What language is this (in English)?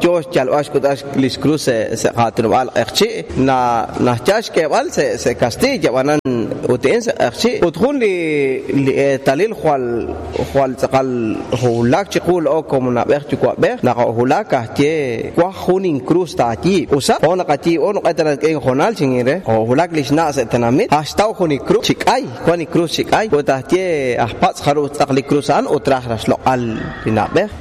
Kekchí